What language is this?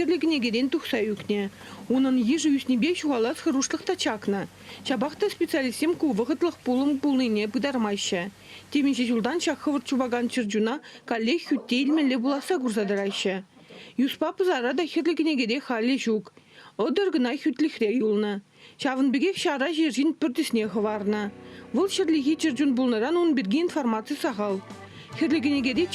Chuvash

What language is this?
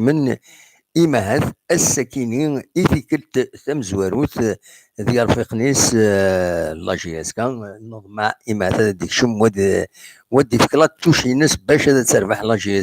Kabyle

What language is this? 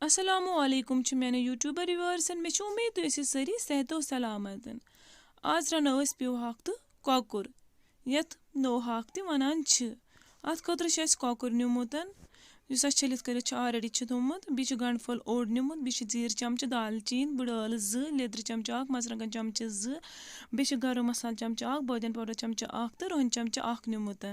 Kashmiri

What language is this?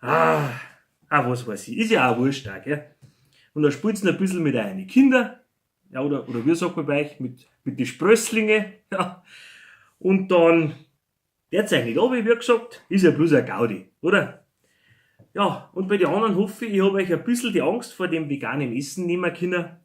Bavarian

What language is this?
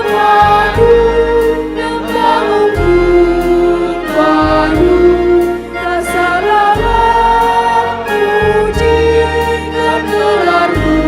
Batak Karo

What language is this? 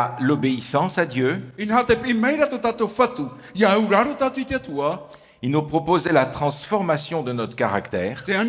Tahitian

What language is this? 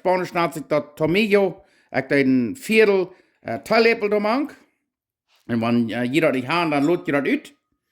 Plautdietsch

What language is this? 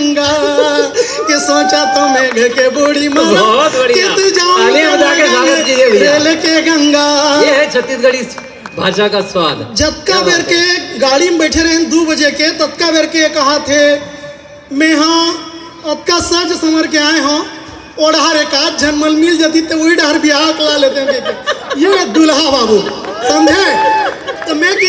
Chhattisgarhi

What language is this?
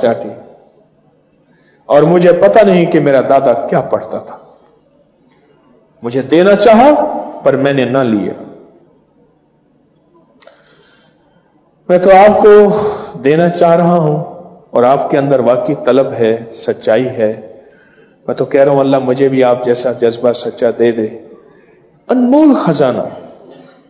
Urdu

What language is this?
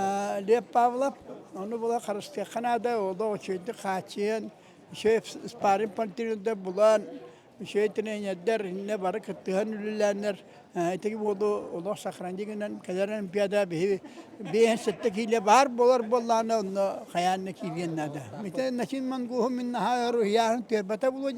Yakut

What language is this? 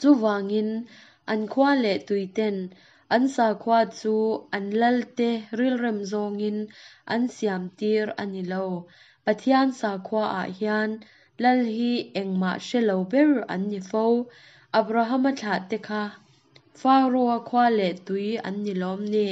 Mizo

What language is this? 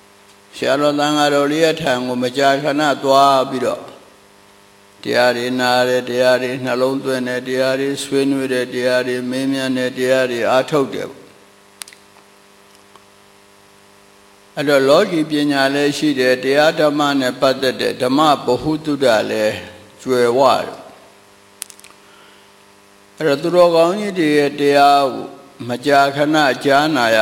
Burmese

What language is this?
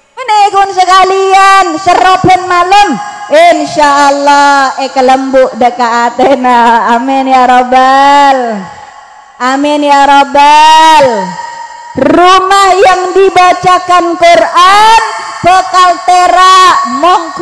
Madurese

